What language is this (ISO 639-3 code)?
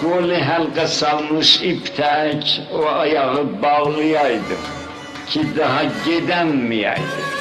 azb